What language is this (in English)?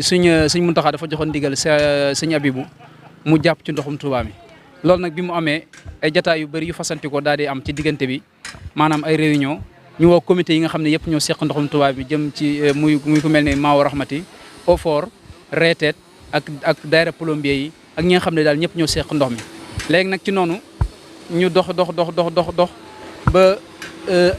Wolof